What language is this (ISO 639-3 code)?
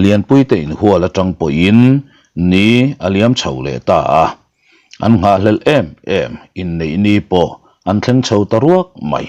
lus